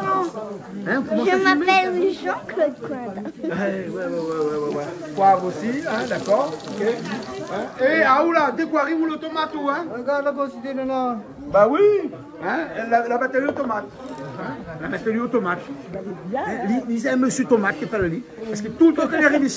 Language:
Réunion Creole French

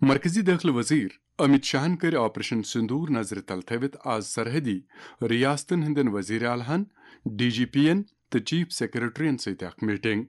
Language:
Kashmiri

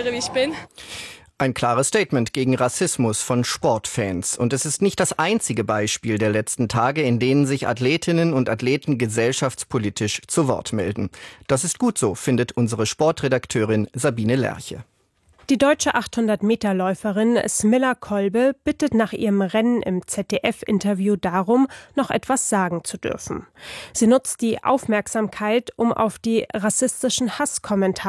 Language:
German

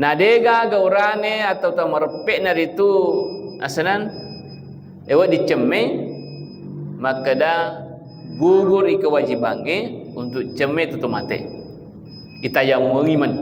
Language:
Buginese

